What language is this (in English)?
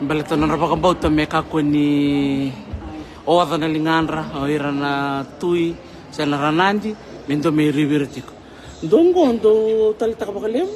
Fijian